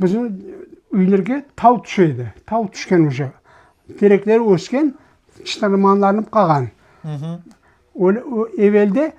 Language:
Crimean Tatar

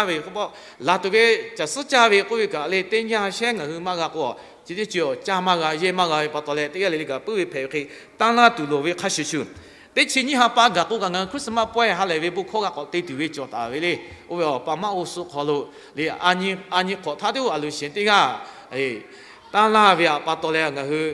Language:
Lahu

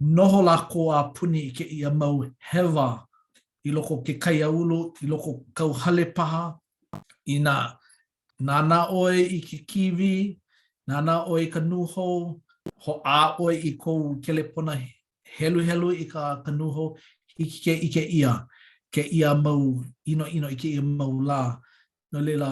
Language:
Hawaiian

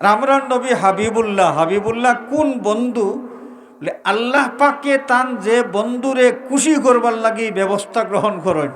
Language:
Sylheti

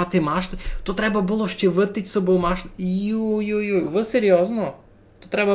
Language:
Rusyn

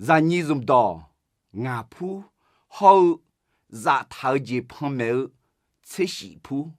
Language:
Akha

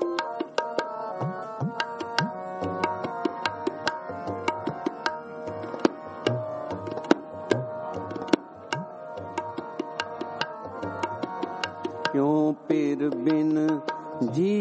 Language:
Punjabi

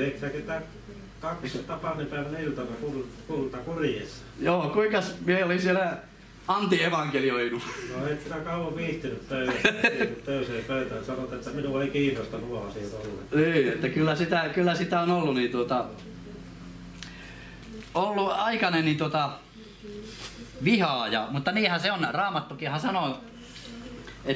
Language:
Finnish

